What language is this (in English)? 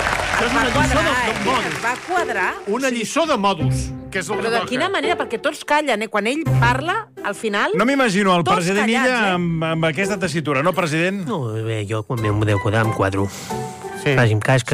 Catalan